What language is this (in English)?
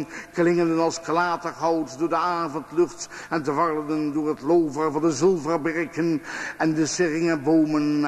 Dutch